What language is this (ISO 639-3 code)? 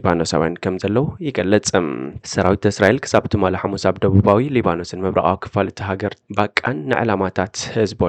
tir